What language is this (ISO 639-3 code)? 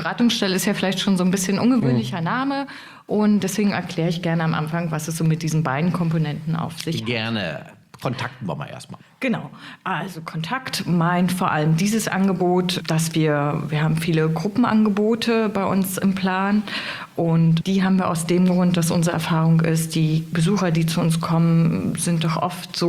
deu